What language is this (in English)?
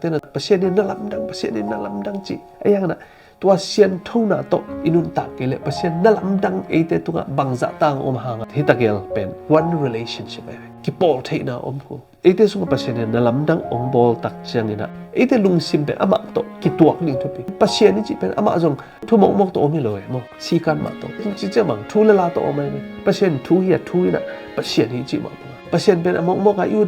Tedim Chin